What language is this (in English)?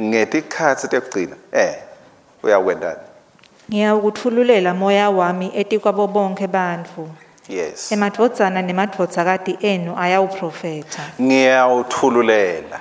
Swati